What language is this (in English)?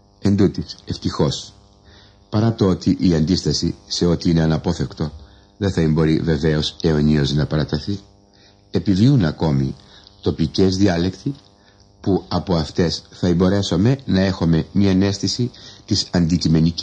Greek